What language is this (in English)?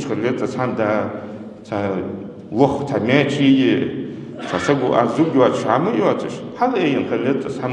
Ingush